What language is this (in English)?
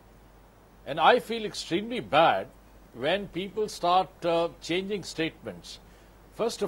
English